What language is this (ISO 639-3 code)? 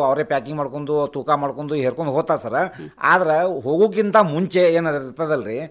kan